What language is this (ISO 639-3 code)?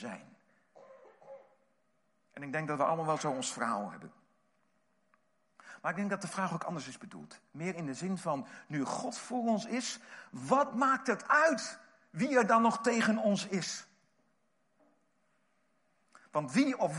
nld